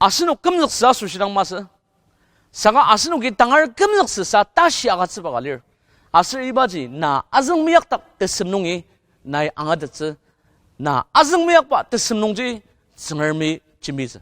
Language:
Ao Naga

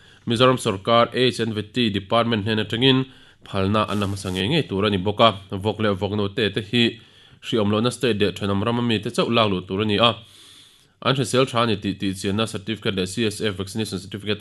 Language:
Mizo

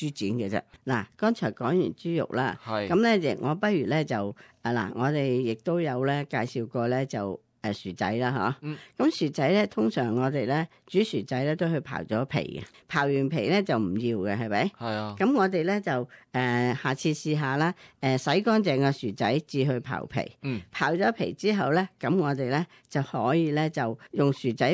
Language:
Cantonese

